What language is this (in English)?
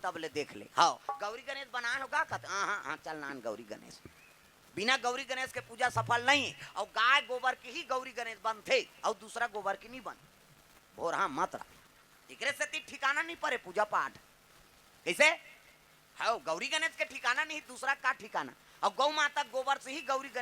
Chhattisgarhi